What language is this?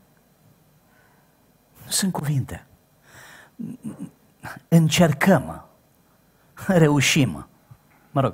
Romanian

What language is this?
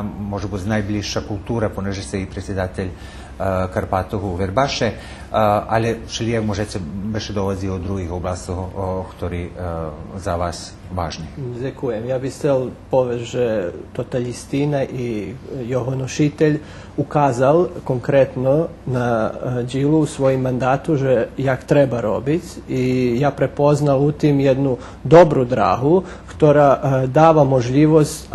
Rusyn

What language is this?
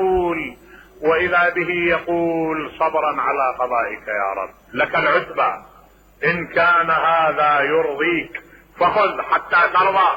Mesopotamian Arabic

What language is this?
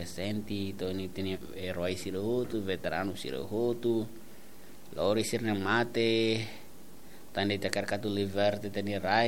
Tetum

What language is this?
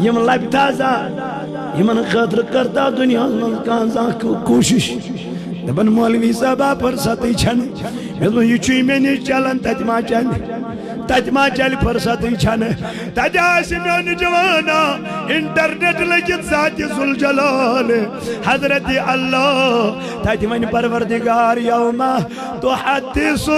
Kashmiri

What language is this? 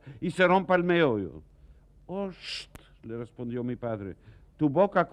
Ladino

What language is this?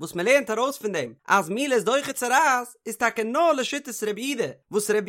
Yiddish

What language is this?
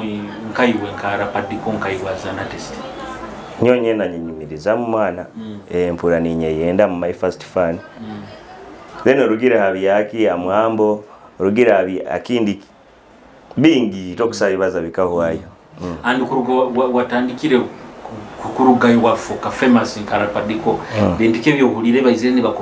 Nyoro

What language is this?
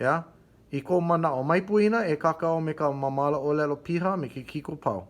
Hawaiian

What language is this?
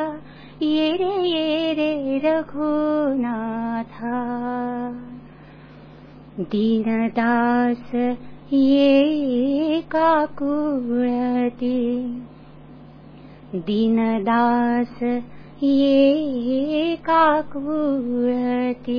Marathi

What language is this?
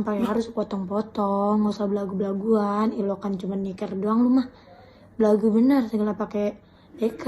Betawi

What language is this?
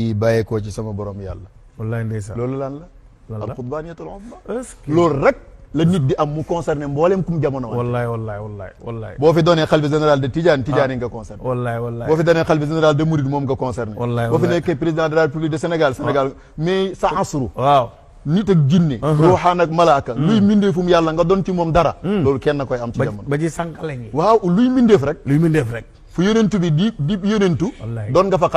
Wolof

